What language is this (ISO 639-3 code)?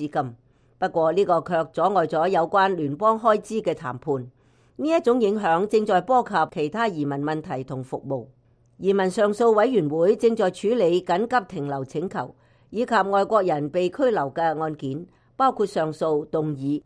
yue